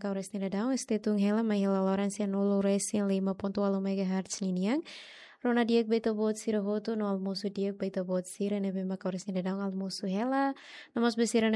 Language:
Tetum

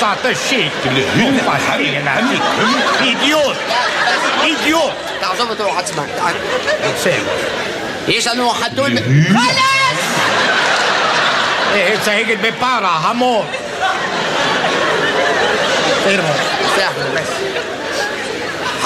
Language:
Hebrew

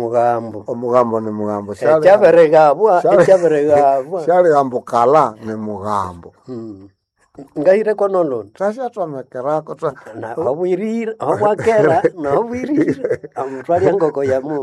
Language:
Nande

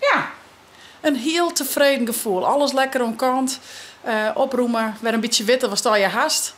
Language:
Western Frisian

